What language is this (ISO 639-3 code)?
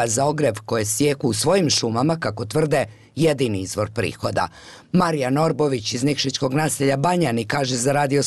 bos